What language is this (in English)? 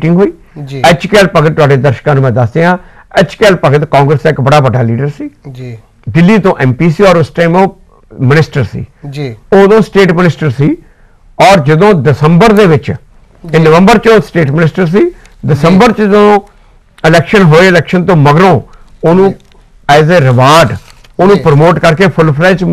Punjabi